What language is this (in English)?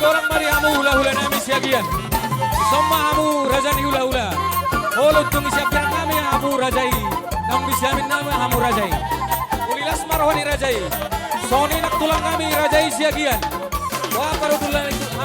Batak Toba